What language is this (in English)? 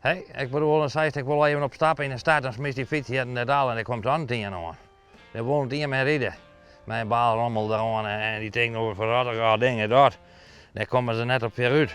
Western Frisian